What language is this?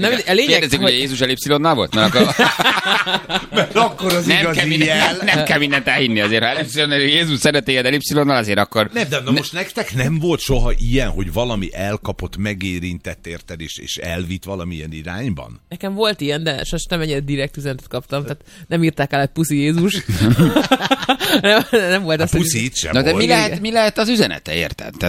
Hungarian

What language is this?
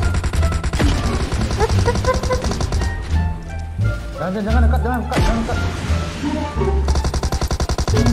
Malay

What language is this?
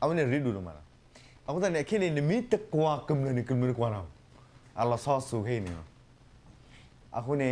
S'gaw Karen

